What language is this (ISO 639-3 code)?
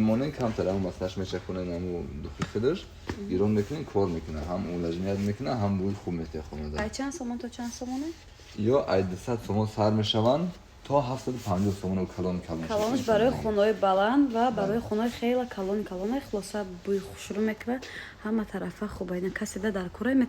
tgk